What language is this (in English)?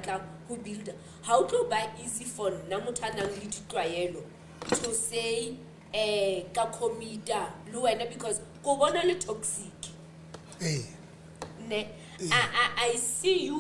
Southern Sotho